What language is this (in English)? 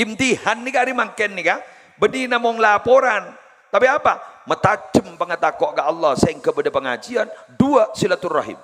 Madurese